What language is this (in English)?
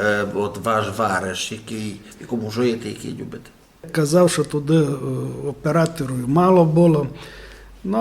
Rusyn